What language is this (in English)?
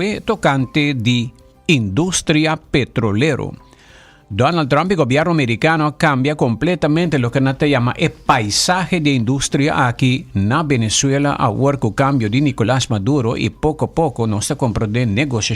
Papiamento